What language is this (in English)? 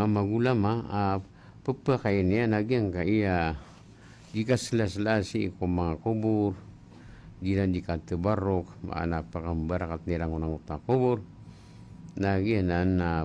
Maranao